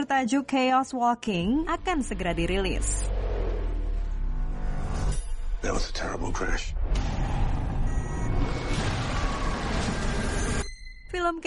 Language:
Indonesian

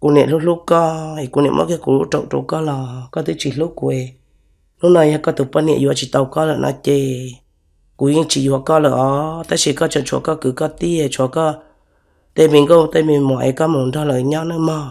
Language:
Hmong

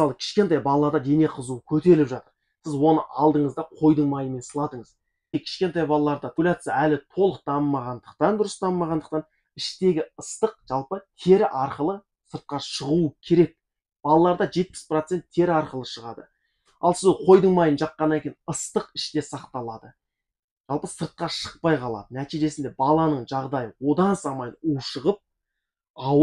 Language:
Kazakh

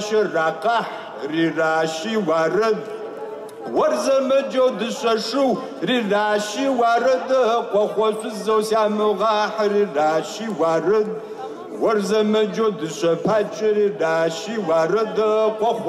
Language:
Kabardian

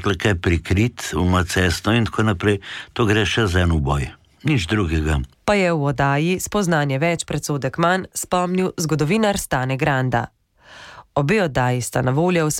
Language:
Slovenian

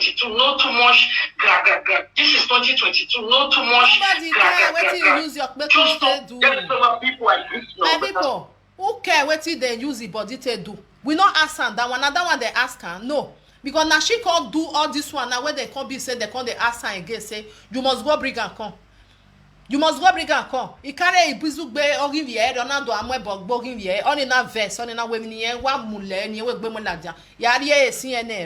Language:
Nigerian Pidgin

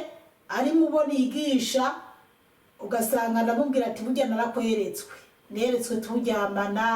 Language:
Rundi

